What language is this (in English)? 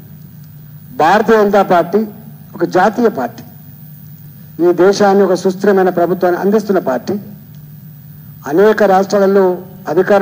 Telugu